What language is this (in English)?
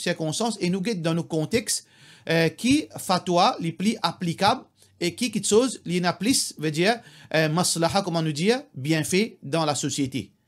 Morisyen